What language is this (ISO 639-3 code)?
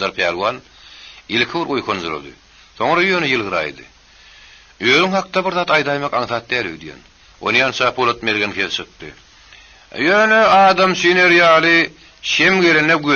tuk